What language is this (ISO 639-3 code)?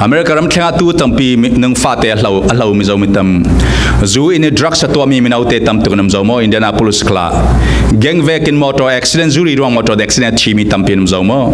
cfm